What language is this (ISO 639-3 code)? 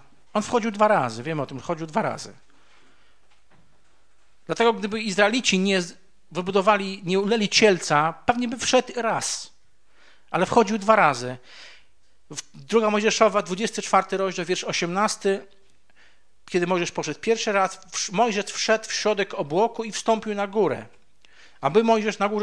pol